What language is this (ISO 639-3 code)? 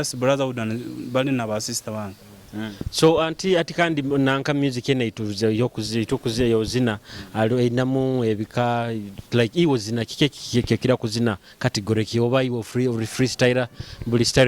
nyo